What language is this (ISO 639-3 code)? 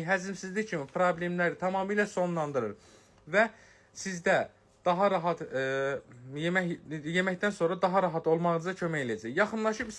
aze